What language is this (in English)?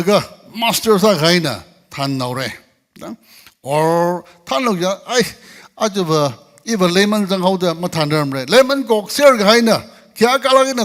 Tangkhul Naga (India)